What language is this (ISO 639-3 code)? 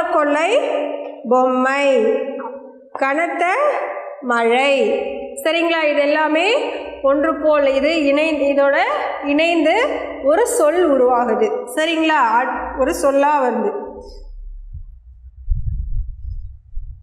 tam